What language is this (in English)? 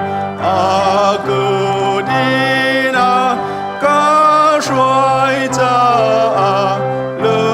Hakha Chin